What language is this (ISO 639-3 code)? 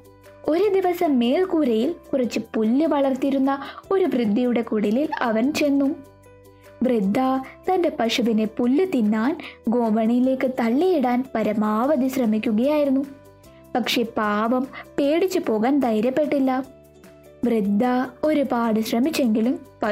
mal